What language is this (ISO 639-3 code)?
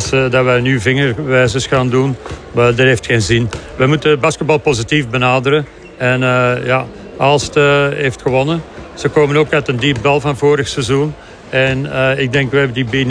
nld